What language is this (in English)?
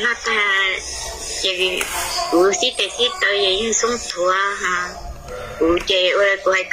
Hmong